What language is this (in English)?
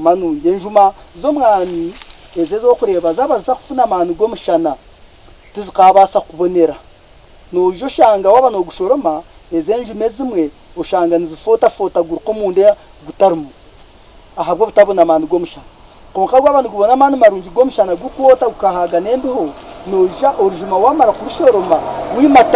Nyankole